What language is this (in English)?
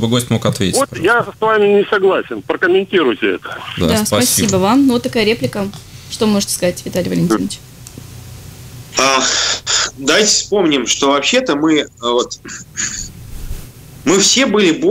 Russian